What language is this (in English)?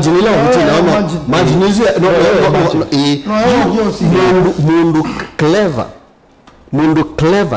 Kamba